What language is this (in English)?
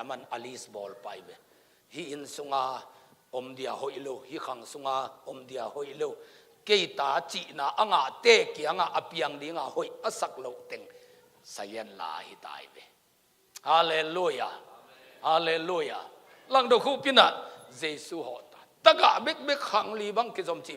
Tedim Chin